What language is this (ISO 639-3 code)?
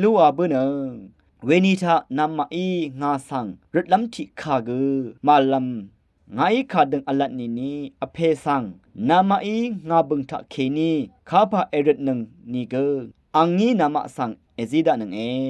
raw